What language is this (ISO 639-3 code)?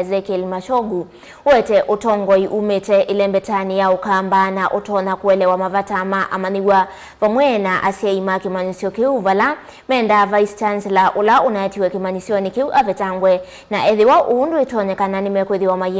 kam